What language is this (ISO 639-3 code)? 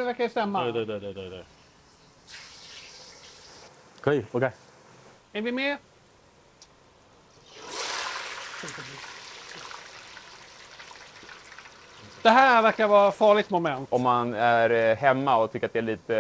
swe